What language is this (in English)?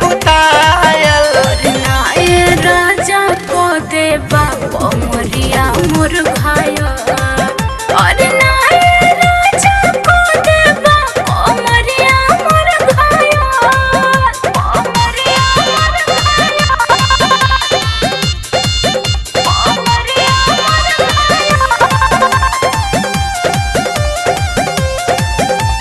Bhojpuri